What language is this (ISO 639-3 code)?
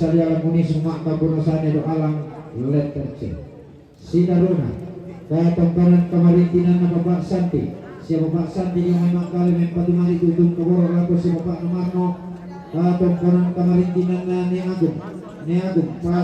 sda